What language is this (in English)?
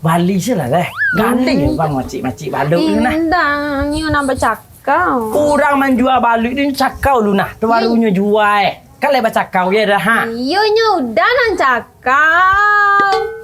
Minangkabau